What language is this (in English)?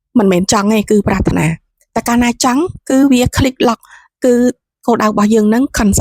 Khmer